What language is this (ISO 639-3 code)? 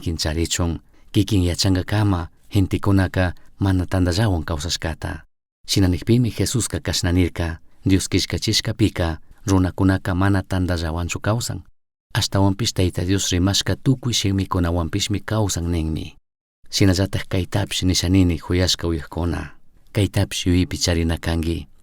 qug